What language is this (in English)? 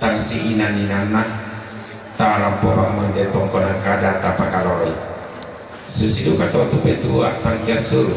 Toraja-Sa'dan